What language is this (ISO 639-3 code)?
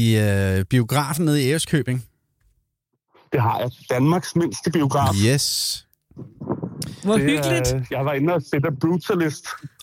dan